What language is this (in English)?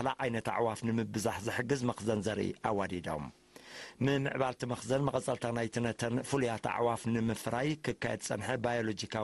Tigrinya